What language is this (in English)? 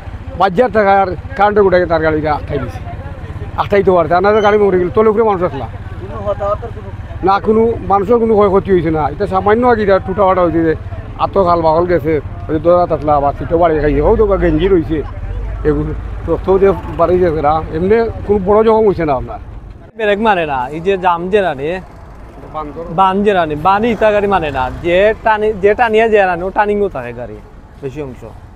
Sylheti